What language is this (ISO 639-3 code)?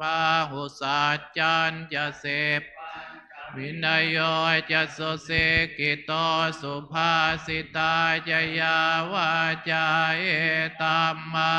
pli